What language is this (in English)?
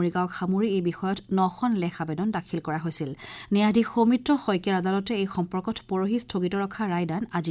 Assamese